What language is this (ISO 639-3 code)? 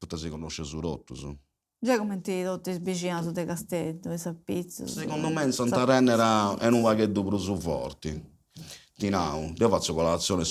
srd